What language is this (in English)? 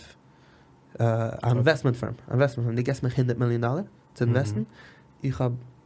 Yiddish